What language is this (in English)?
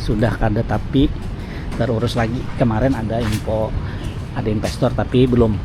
Banjar